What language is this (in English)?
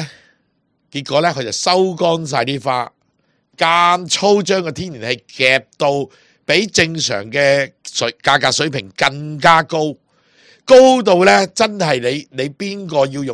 Cantonese